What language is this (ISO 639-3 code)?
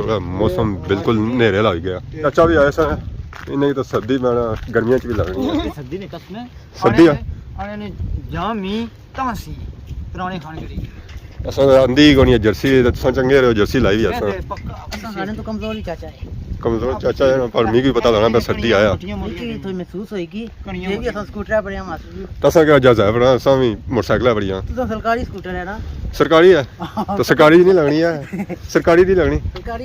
phr